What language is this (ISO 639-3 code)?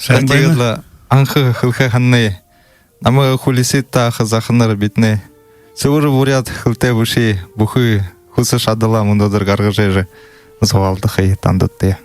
bua